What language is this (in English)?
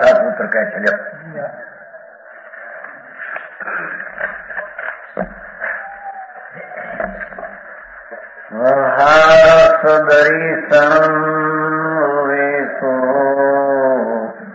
Gujarati